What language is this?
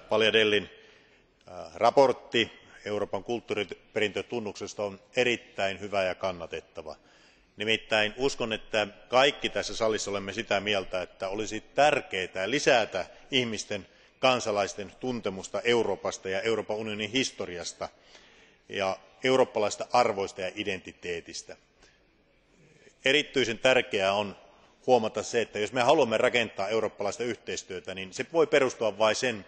Finnish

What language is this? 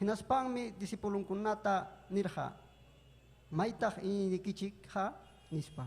Ayacucho Quechua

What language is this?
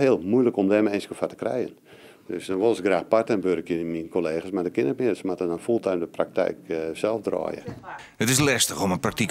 Western Frisian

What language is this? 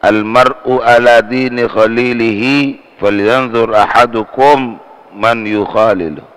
Madurese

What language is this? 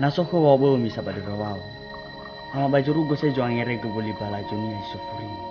Nias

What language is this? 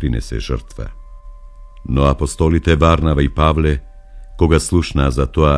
Macedonian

